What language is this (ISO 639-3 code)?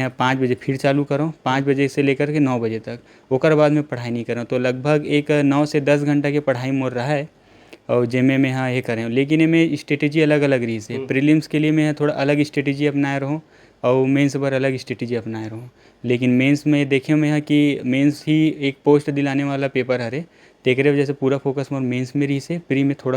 hne